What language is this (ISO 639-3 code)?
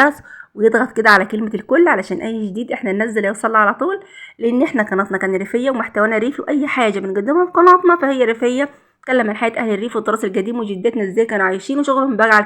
arz